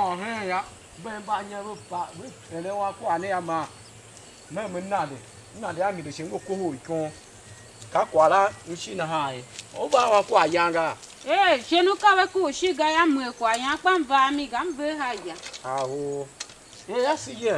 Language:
Tiv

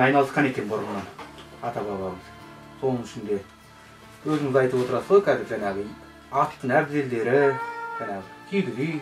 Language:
Kazakh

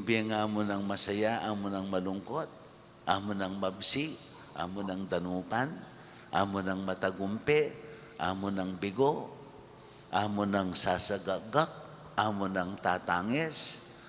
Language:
Pampanga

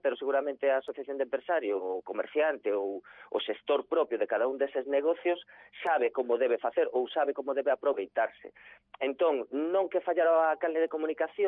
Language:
Galician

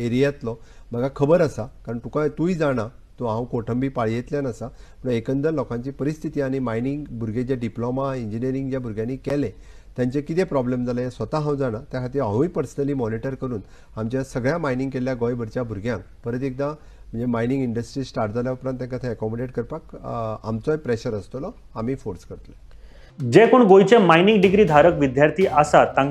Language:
Konkani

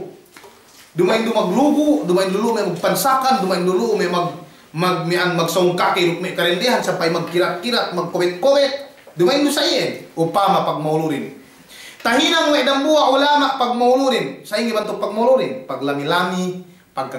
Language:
Yakan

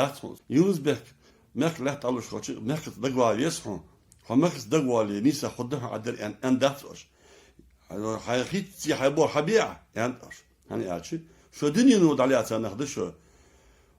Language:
Ingush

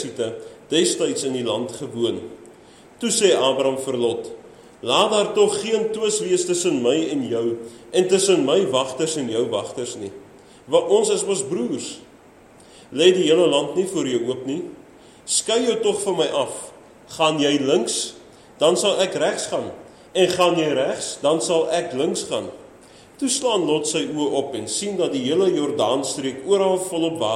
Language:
Afrikaans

